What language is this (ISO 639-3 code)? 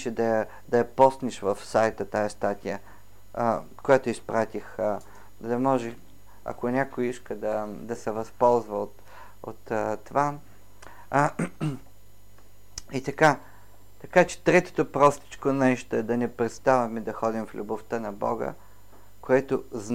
bul